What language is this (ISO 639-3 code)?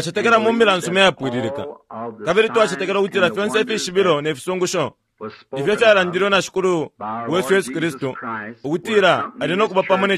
bem